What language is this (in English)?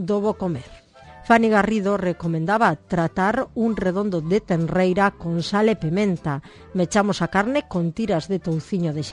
Galician